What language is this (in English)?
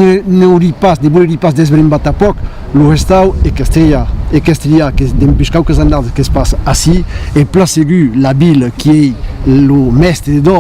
Occitan